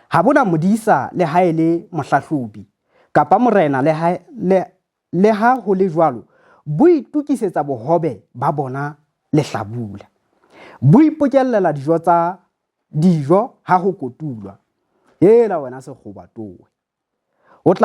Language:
Southern Sotho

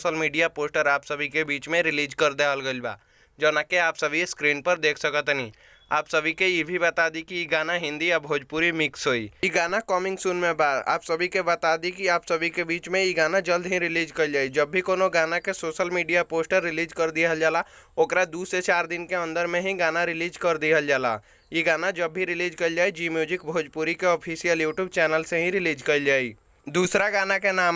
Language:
Bhojpuri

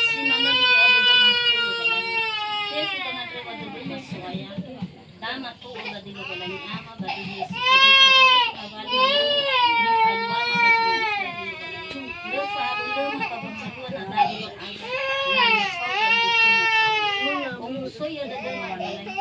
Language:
Nias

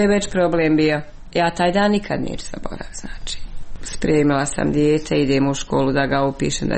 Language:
Croatian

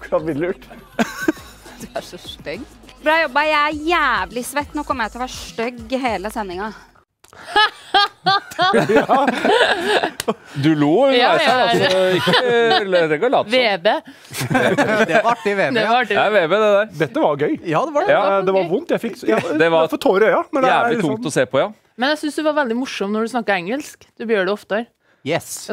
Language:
Norwegian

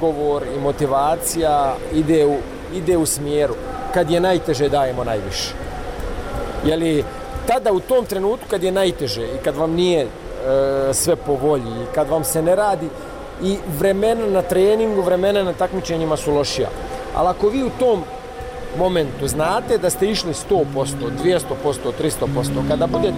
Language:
Bosnian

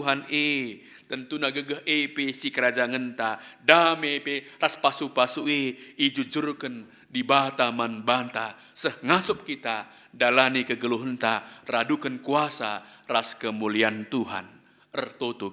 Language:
Batak Karo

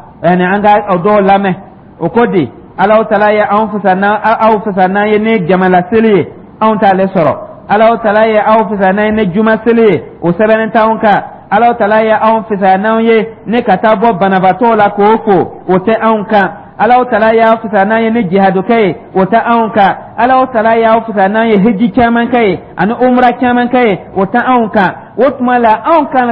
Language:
Dyula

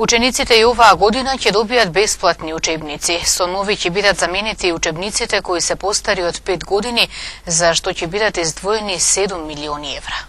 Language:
Macedonian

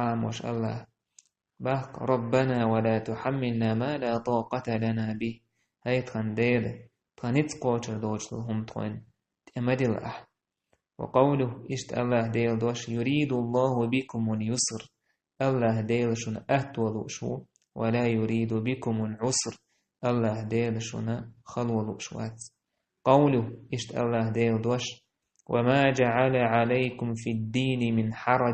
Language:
Chechen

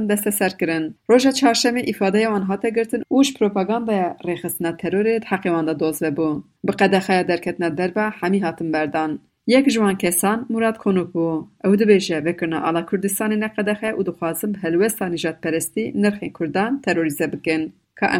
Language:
Kurdish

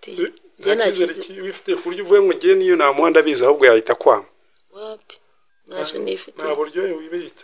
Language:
Kinyarwanda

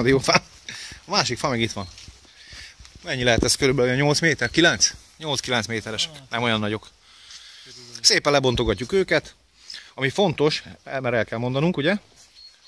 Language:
Hungarian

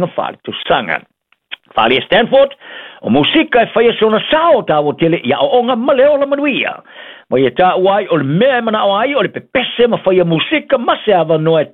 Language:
Samoan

